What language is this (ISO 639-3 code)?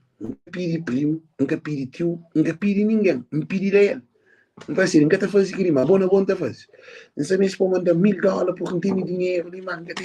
kea